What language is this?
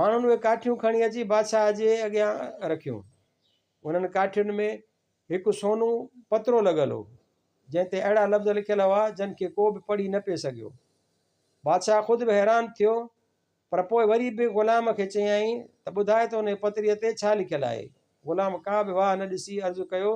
Sindhi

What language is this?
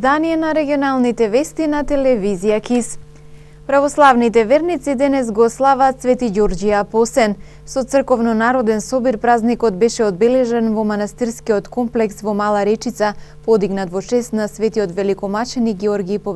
Macedonian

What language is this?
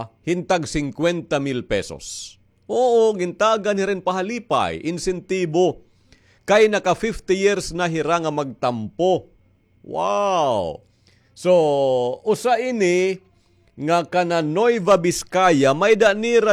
Waray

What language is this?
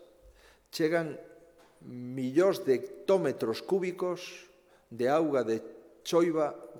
Galician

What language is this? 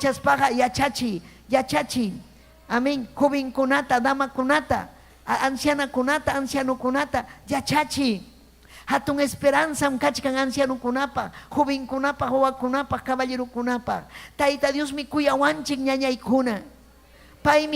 Ayacucho Quechua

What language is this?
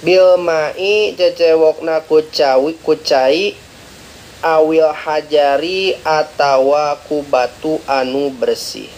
Sundanese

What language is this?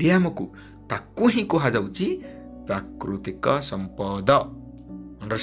Odia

